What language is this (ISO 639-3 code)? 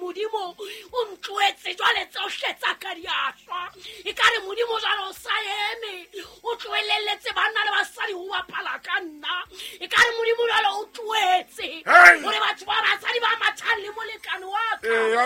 sot